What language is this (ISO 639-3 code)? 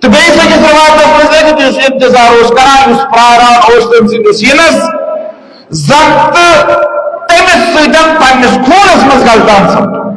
kas